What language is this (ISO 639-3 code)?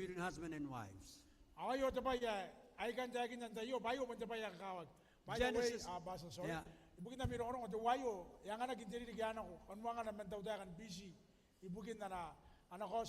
gil